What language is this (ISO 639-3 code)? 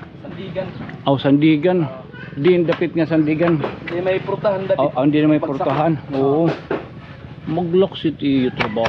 war